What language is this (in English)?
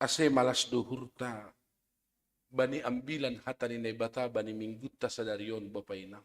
Batak Simalungun